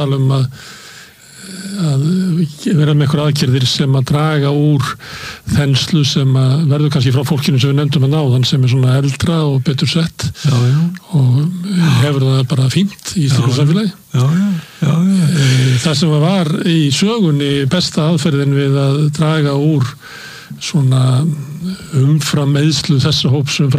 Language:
Icelandic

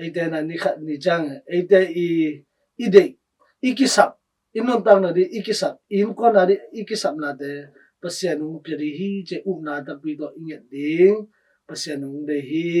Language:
Tedim Chin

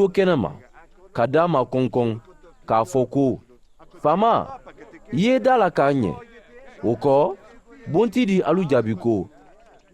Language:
Mandingo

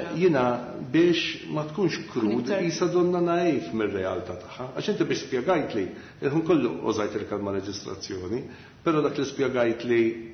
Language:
Maltese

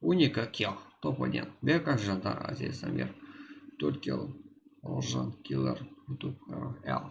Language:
Kara-Kalpak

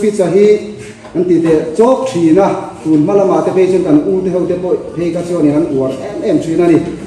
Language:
Mizo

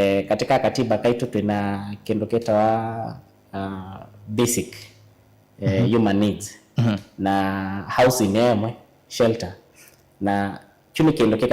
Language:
Kamba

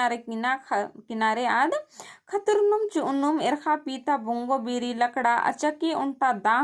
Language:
Kurukh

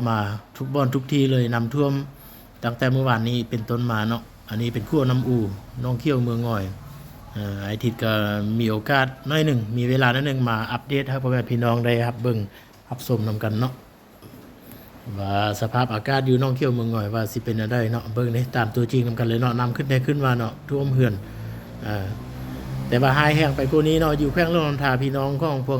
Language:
Lao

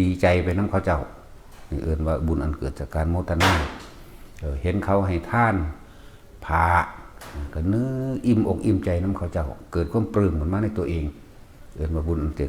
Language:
Northeastern Thai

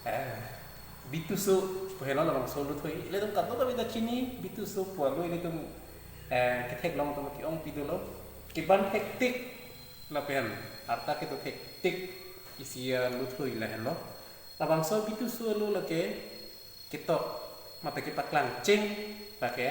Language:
Karbi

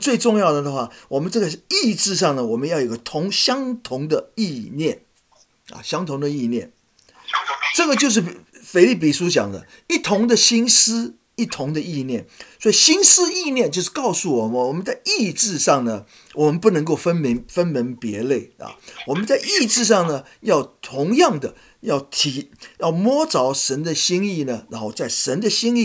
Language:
Chinese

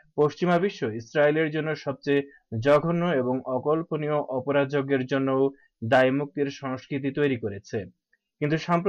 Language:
Bangla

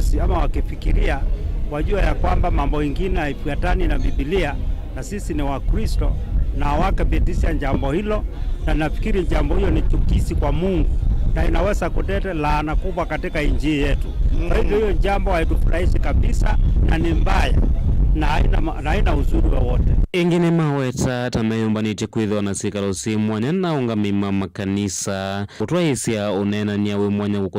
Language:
Kamba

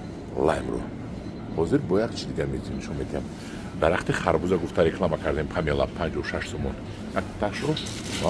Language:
Tajik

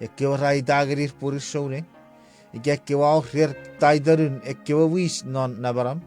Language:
Chuukese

